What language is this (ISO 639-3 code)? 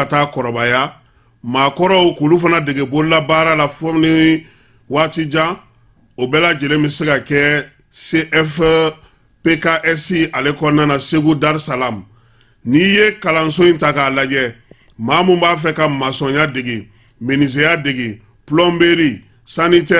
bam